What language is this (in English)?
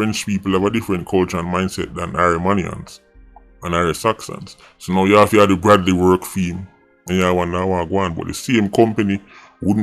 Jamaican Creole English